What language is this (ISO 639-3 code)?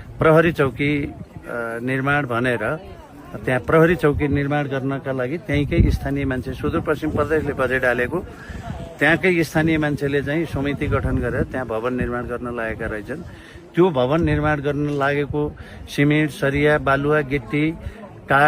nep